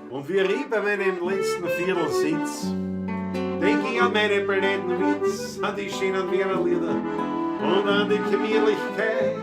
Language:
Bavarian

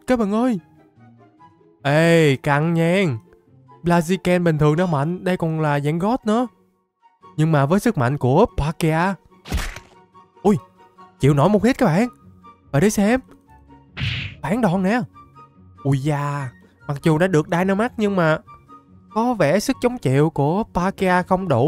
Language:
Vietnamese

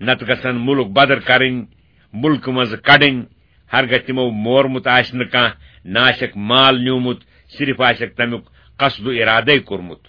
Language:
Kashmiri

